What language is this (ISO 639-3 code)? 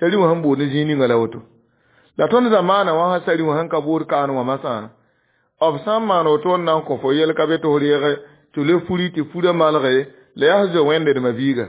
mos